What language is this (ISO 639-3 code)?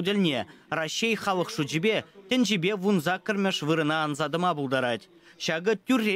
chv